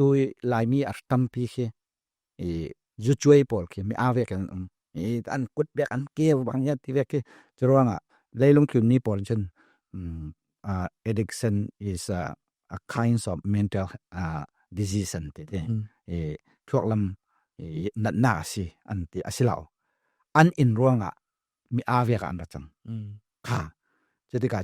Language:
Falam Chin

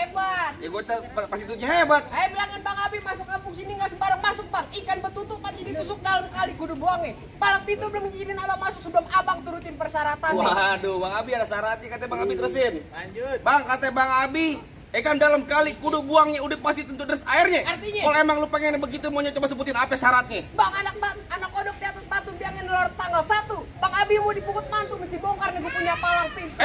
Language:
Betawi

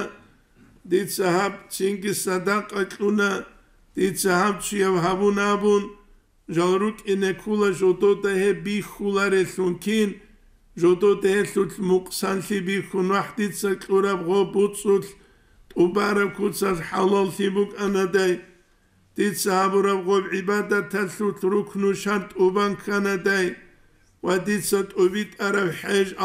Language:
Avaric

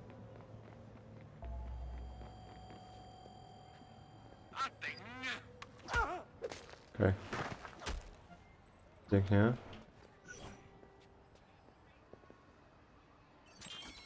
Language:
Polish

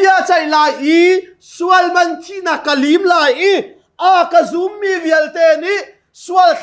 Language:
Hakha Chin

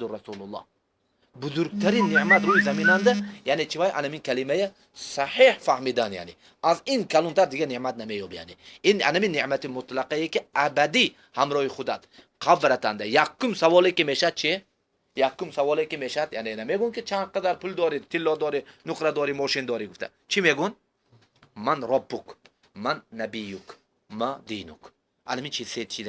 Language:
Tajik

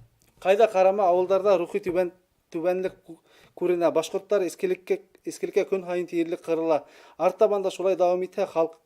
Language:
Bashkir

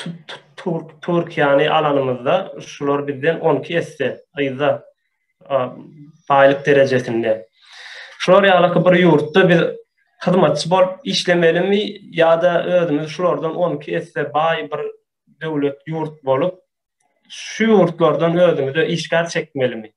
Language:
Turkmen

